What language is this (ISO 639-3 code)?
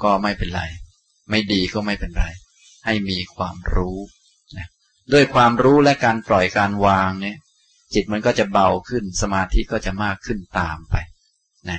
tha